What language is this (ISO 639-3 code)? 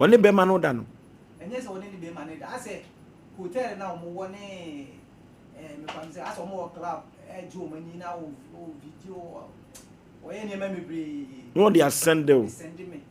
aka